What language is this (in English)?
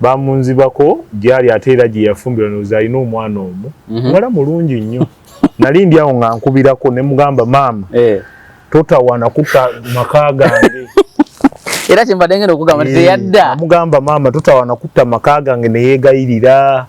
Ganda